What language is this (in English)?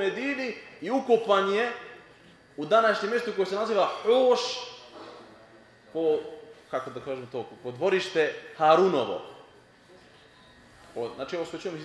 Bosnian